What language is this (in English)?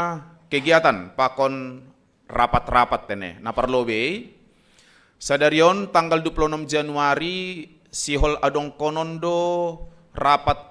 Batak Simalungun